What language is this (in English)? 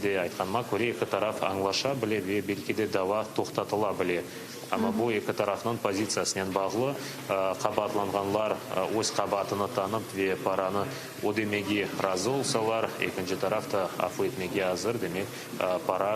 Crimean Tatar